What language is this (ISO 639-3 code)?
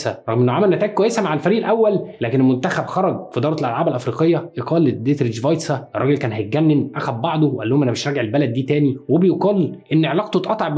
arz